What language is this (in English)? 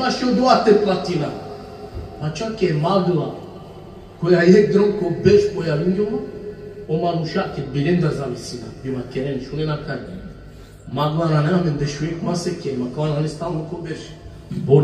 Balkan Romani